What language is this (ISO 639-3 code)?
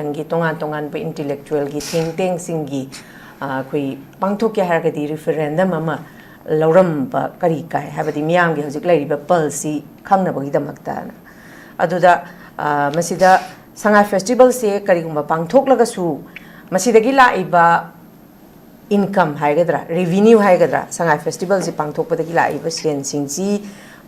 mni